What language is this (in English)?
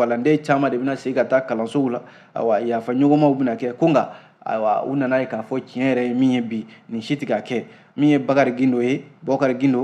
Bambara